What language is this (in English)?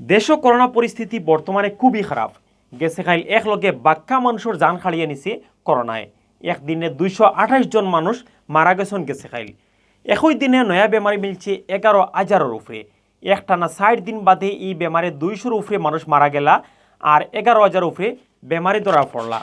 Sylheti